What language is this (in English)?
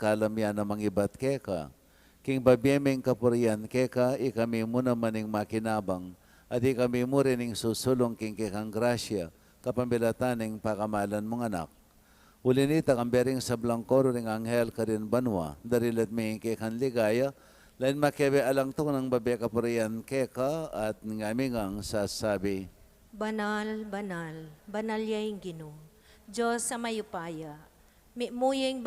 Pampanga